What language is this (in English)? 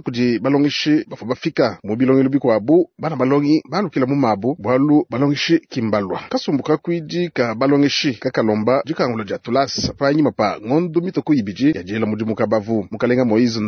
Luba-Lulua